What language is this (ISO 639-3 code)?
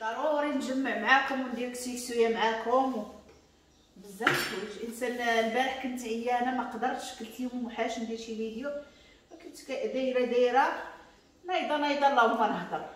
ary